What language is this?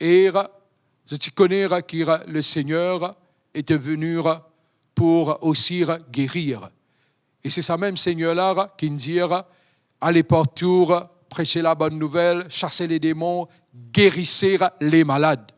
Morisyen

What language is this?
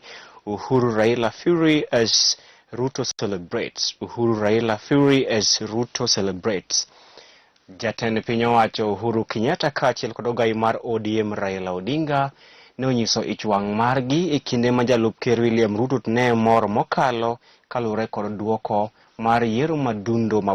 Luo (Kenya and Tanzania)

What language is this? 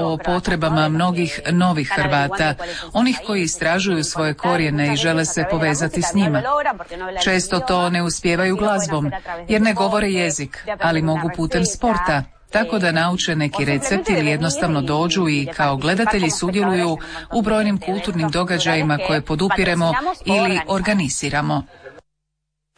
Croatian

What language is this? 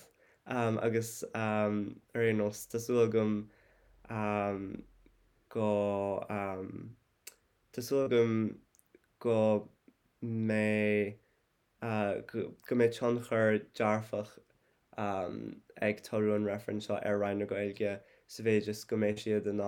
Irish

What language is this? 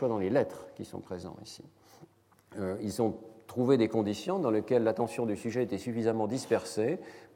French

